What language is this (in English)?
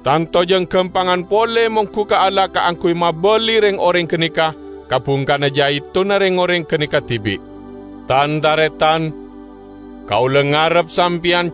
Madurese